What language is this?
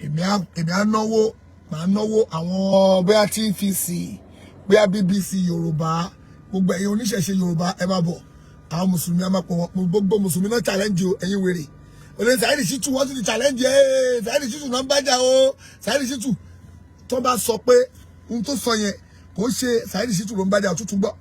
Yoruba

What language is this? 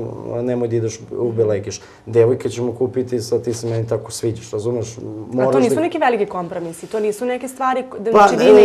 Serbian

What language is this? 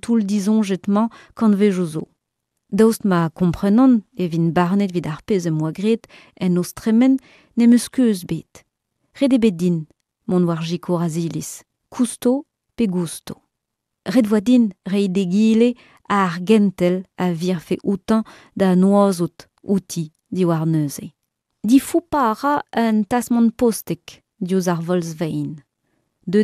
Breton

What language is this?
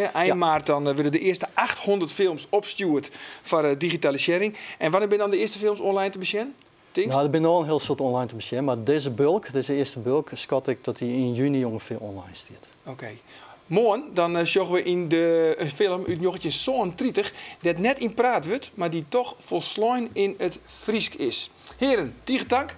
Western Frisian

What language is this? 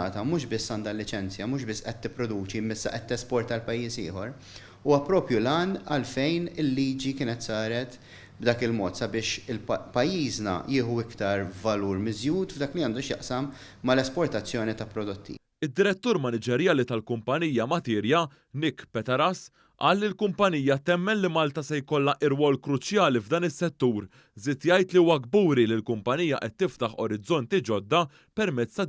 Maltese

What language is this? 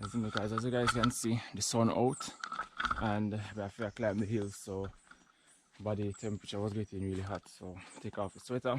Jamaican Creole English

